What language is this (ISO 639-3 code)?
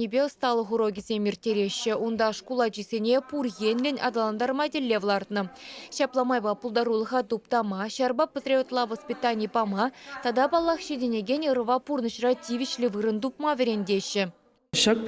chv